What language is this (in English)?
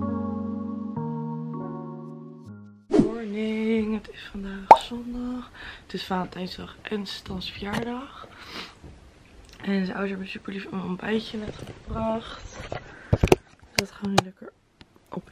Dutch